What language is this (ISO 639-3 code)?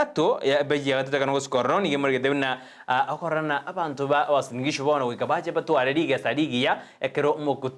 guz